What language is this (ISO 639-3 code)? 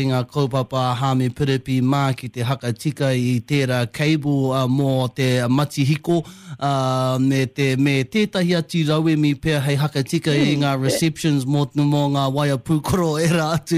mri